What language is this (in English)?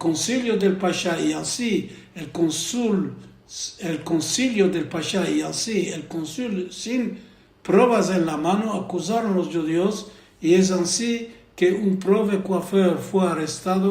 Ladino